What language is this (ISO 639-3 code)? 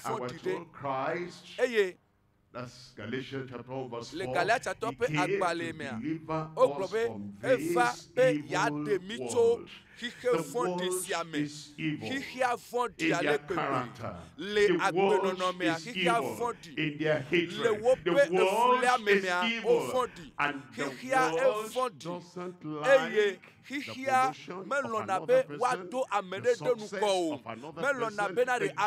ewe